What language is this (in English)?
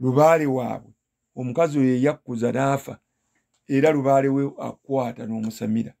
Ganda